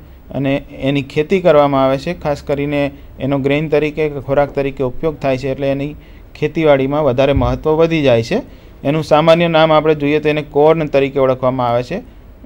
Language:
Gujarati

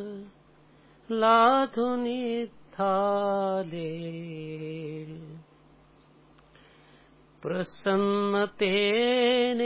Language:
Marathi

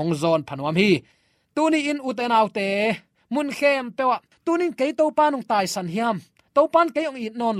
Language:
Tedim Chin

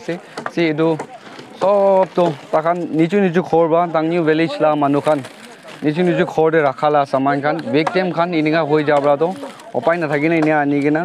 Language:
Naga Pidgin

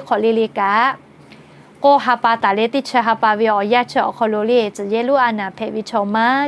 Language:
Lahu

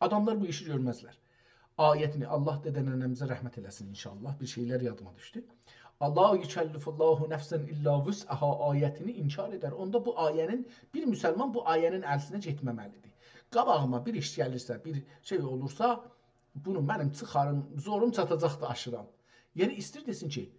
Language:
South Azerbaijani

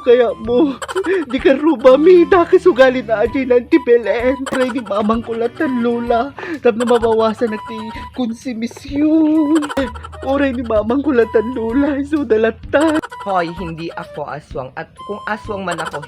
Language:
Iloko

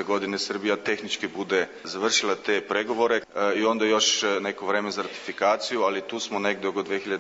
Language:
Serbian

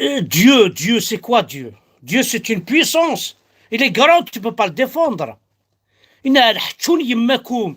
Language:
Kabyle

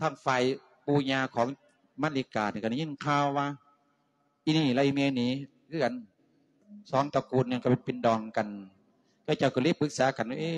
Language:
Lao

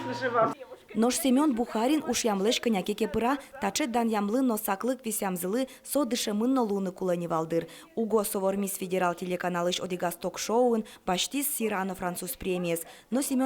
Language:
Udmurt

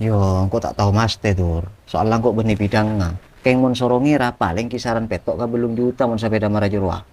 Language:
Madurese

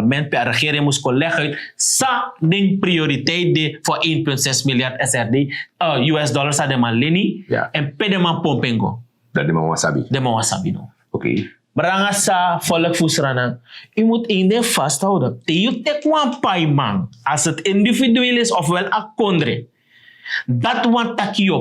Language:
Sranan Tongo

